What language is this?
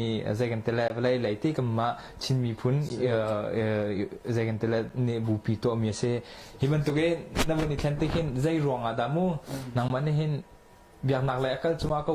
Hakha Chin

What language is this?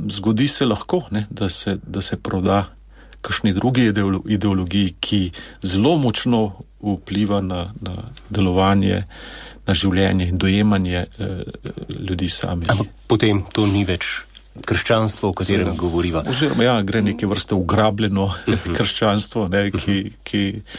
Slovenian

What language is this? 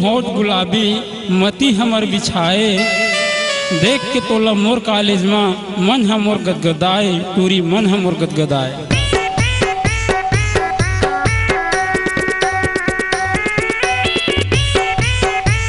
Chhattisgarhi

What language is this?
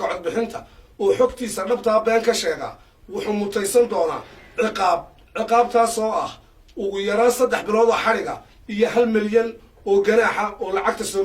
Somali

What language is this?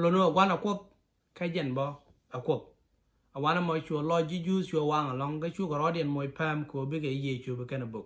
Nuer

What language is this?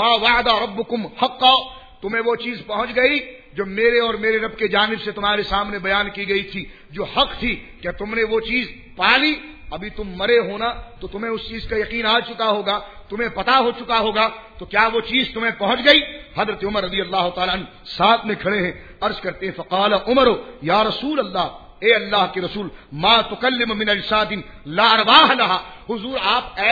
Urdu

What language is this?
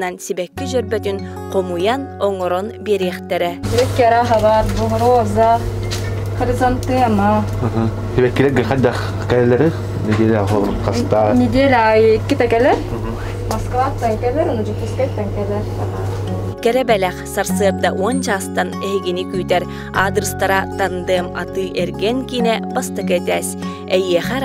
Yakut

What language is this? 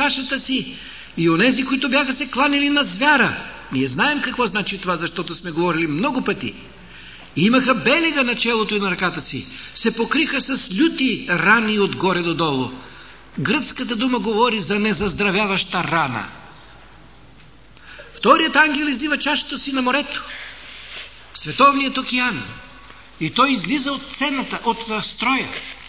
Bulgarian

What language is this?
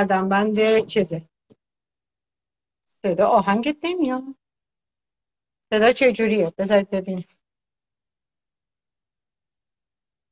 Persian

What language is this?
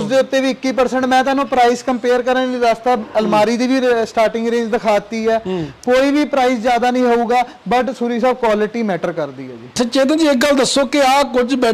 Punjabi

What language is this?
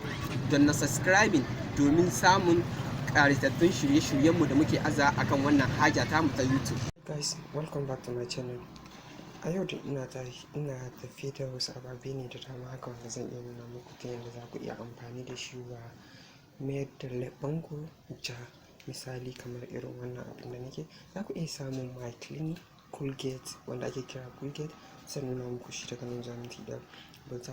Hausa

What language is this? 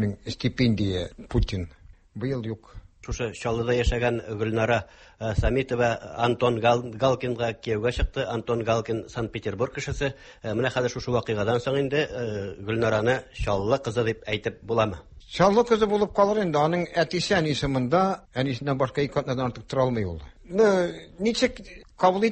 Tatar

